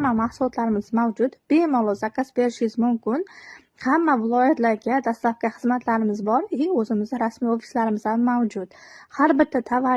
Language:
Uzbek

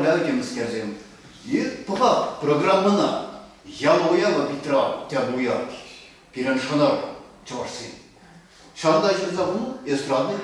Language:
Chuvash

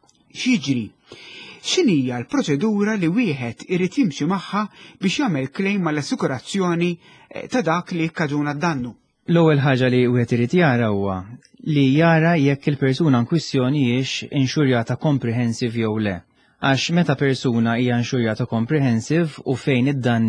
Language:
Maltese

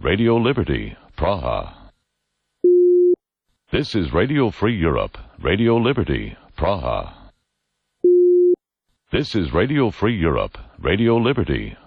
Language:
English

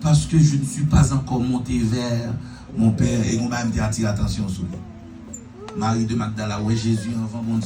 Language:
Haitian Creole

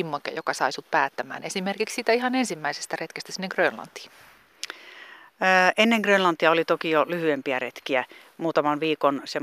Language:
Finnish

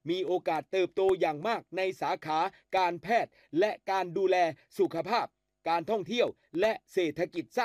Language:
Thai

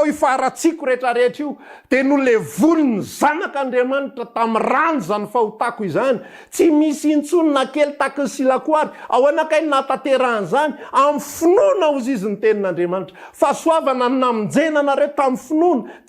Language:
Malagasy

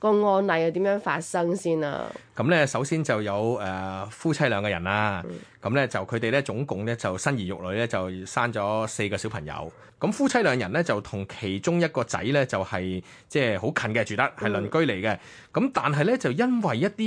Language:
Cantonese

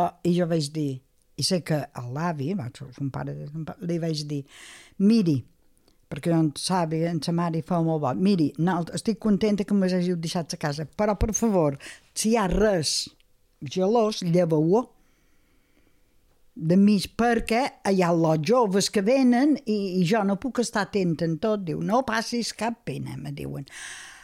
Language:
Catalan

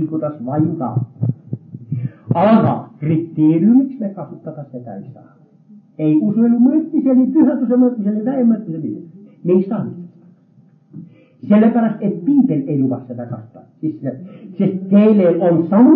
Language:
Estonian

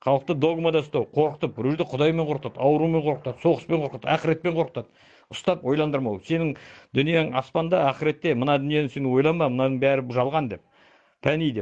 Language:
Kazakh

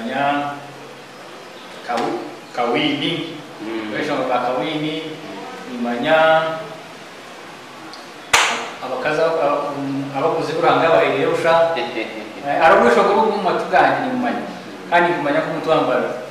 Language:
Kinyarwanda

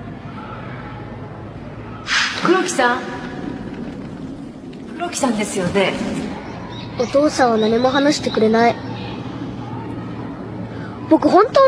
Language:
Japanese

